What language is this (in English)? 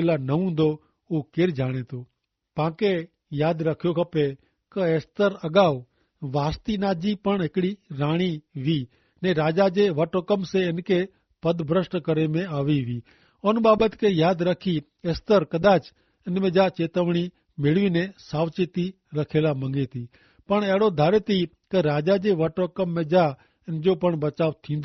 Kachhi